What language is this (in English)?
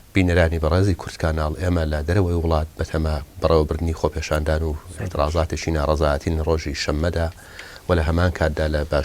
Central Kurdish